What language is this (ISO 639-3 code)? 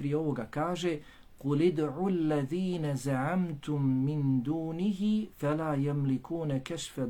bos